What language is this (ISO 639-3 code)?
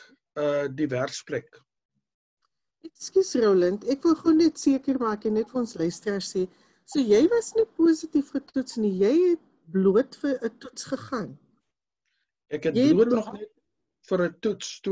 afr